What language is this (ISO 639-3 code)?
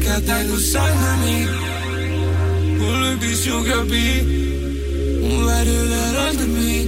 isl